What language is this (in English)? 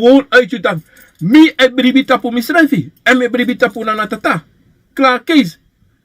Sranan Tongo